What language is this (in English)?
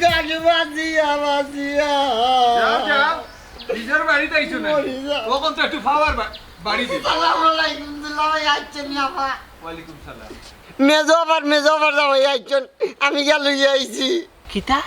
Sylheti